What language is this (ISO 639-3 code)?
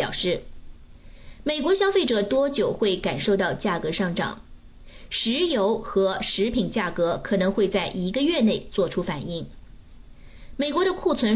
zho